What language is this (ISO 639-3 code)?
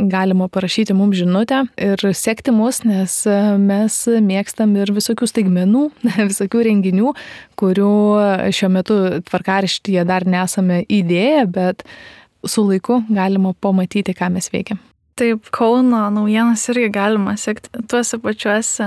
lit